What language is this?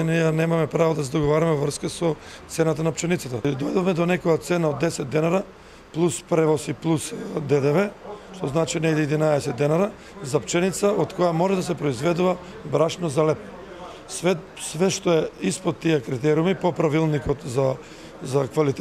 Macedonian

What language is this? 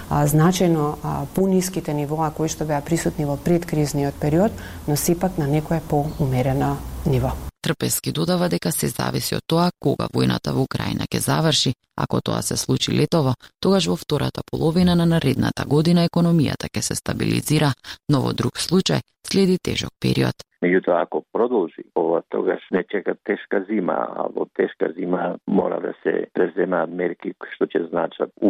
Macedonian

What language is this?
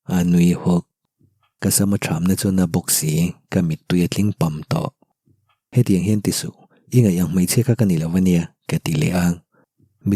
Mizo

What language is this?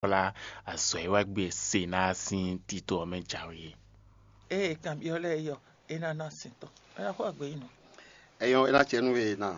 Fon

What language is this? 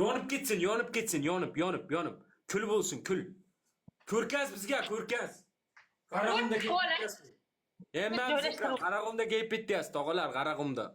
Uzbek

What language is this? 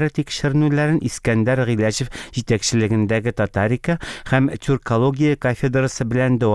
Tatar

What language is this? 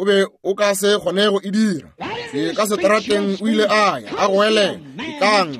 Northern Sotho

